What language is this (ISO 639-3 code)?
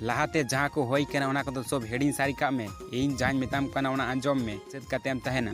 sat